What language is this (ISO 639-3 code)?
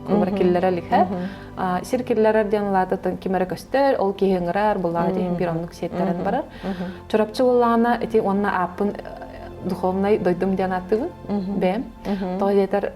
sah